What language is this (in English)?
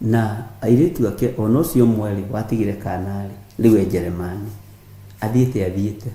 Kikuyu